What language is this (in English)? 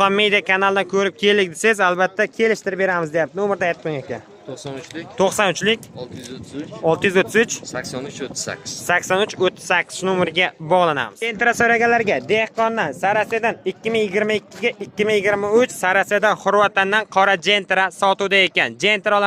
Uzbek